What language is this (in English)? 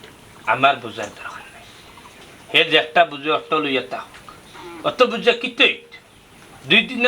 Sylheti